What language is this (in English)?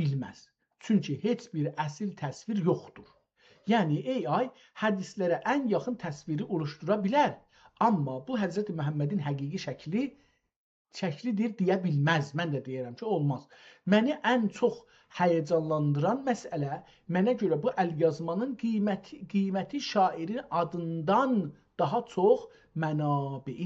South Azerbaijani